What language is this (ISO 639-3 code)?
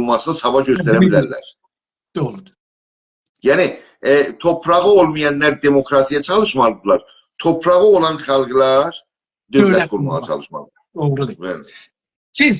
azb